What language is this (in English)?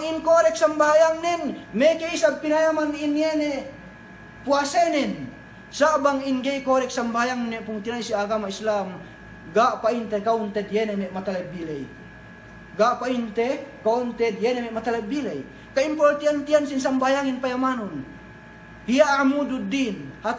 Yakan